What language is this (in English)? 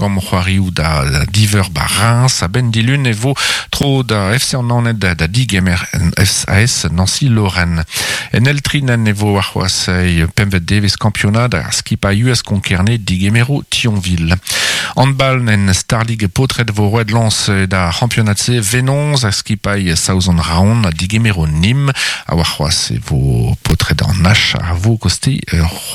Breton